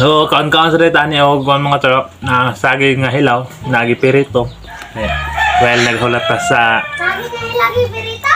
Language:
Cebuano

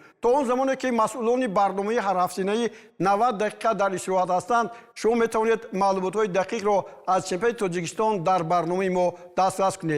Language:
Tajik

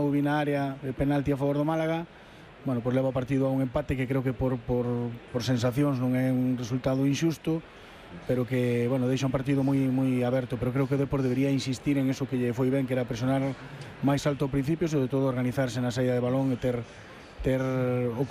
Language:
Galician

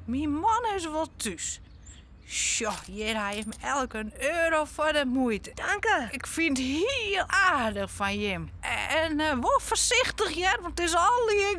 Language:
Western Frisian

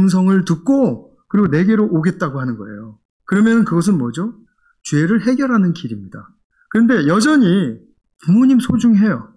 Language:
Korean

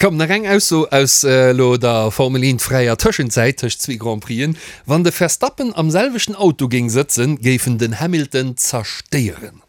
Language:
Luxembourgish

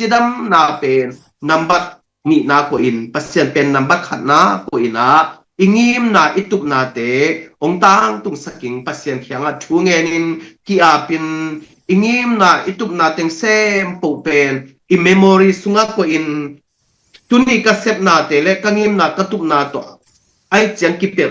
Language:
Tedim Chin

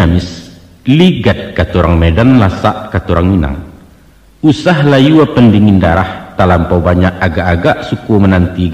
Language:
Minangkabau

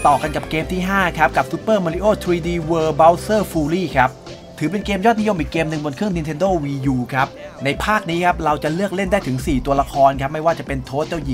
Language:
Thai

